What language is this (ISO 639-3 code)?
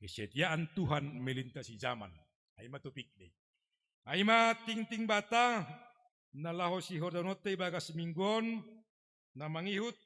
bts